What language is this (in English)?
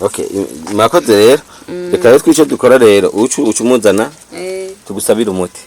Rundi